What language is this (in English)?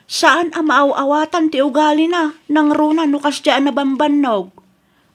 Iloko